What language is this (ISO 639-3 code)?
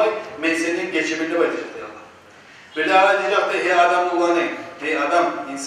kum